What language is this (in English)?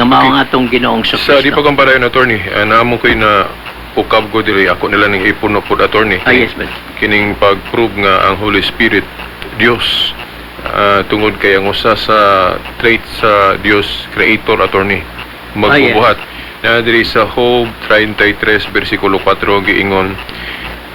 Cebuano